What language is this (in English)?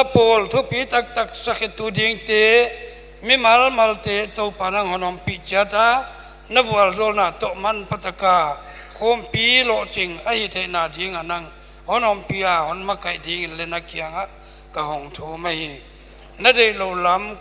Paite Chin